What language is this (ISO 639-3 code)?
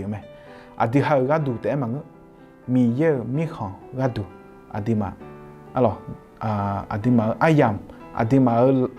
ahk